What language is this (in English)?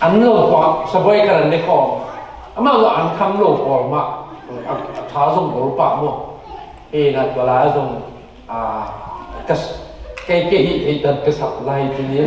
Tedim Chin